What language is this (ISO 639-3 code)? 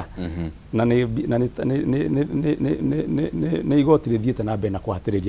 kik